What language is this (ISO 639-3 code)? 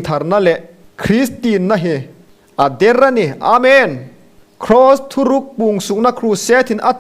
hmr